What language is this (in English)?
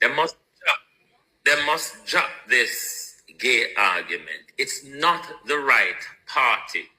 Jamaican Creole English